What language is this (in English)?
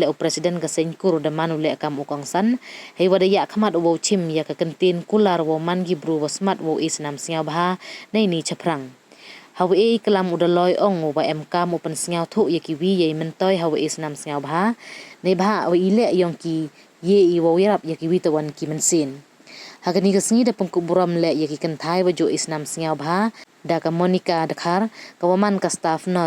Pnar